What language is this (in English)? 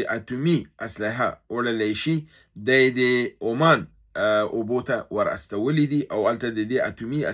Pashto